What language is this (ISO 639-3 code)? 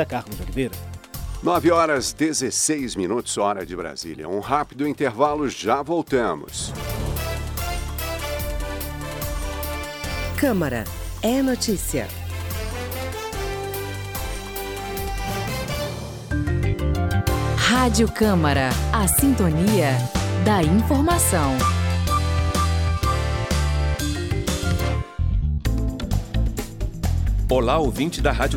por